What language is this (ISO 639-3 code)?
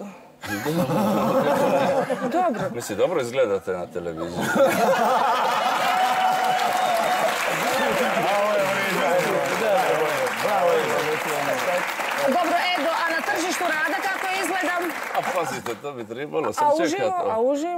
hrv